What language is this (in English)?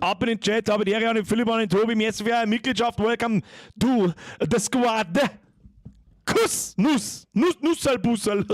Bavarian